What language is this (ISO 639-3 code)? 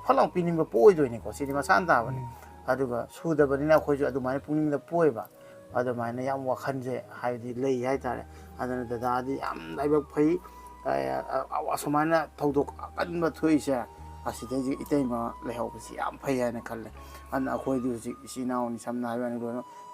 mni